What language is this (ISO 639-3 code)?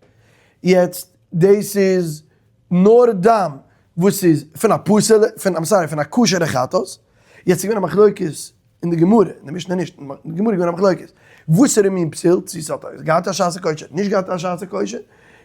yid